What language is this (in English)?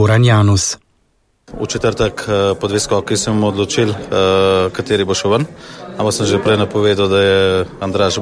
Slovenian